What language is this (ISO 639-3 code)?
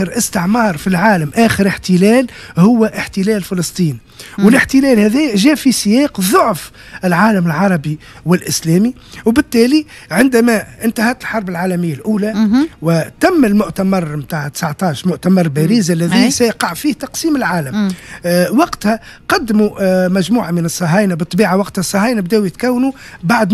aeb